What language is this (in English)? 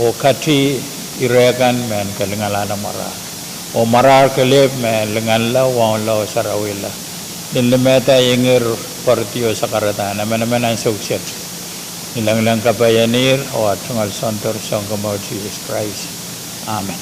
Pohnpeian